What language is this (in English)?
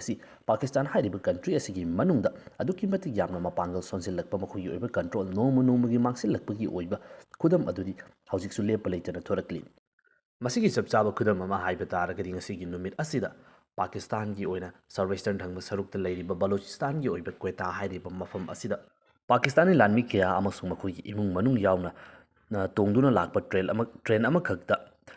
Manipuri